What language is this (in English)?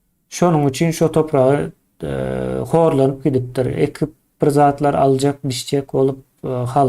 Turkmen